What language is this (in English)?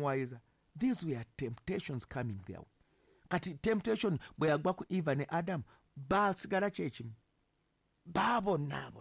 Ganda